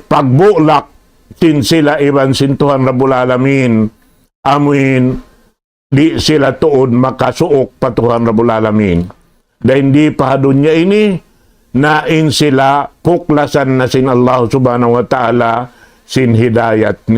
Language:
Tausug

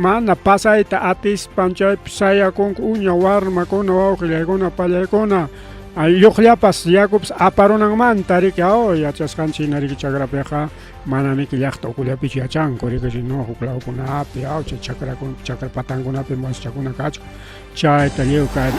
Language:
Ayacucho Quechua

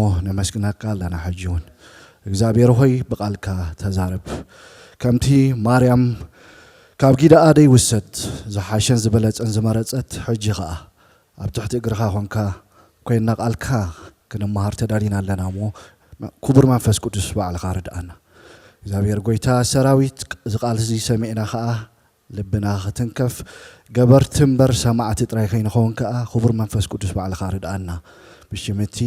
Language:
Tigrinya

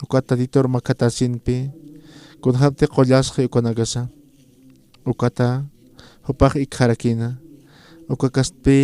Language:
Aymara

